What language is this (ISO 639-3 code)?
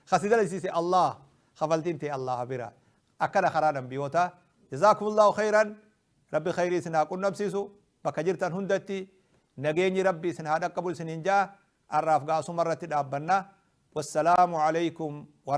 orm